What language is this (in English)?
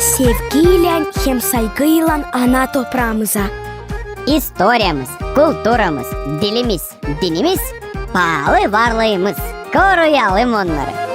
Gagauz